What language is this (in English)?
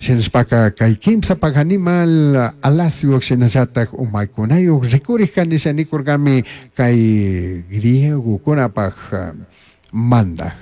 Chimborazo Highland Quichua